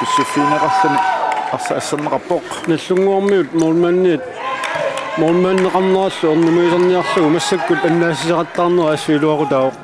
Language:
Kalaallisut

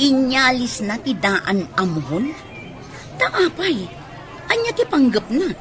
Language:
Iloko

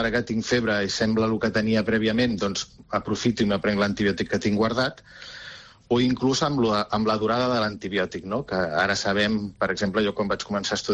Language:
Catalan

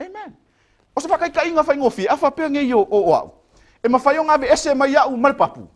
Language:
Samoan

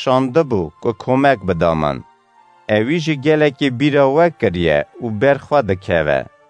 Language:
Kurdish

